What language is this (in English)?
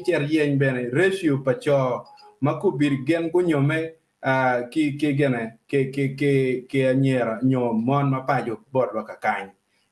Acoli